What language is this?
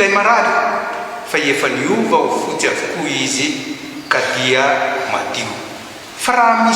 Malagasy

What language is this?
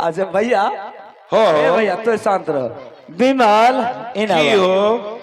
Maithili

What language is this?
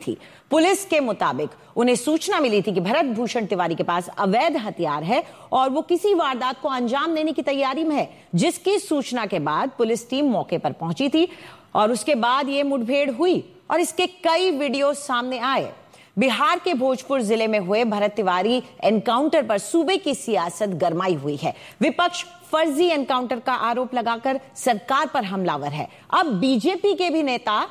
Hindi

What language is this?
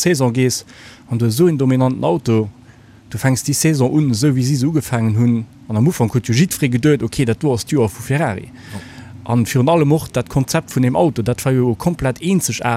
Luxembourgish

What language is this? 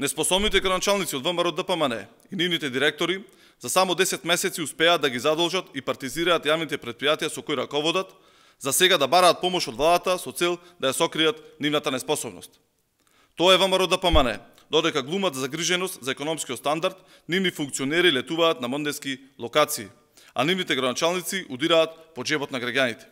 Macedonian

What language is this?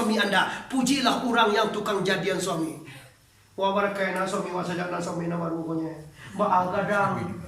Minangkabau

